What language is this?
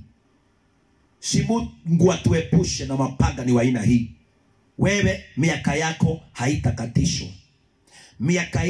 Swahili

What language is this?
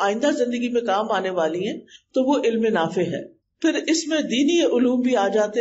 Urdu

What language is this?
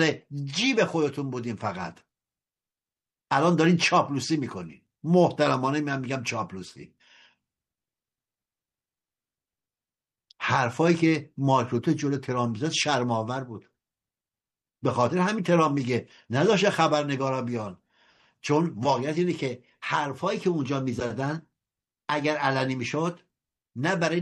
Persian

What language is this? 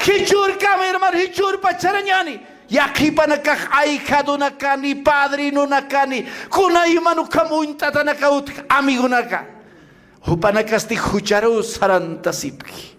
Aymara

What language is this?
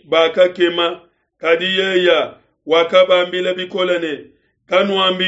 Luba-Lulua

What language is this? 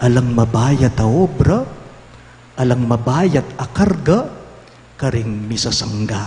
Pampanga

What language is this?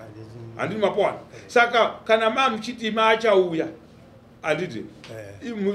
Shona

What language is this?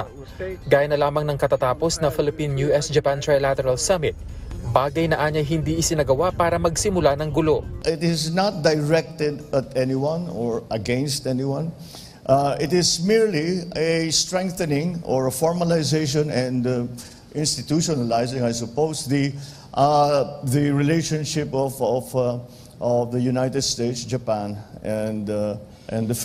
Filipino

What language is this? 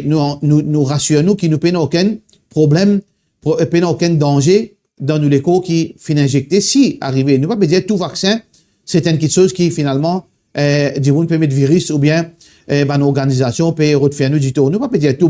Morisyen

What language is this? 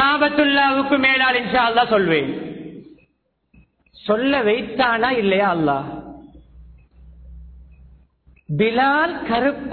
Tamil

